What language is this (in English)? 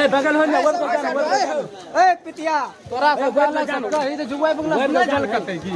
Maithili